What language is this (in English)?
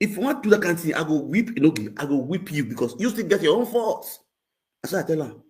Nigerian Pidgin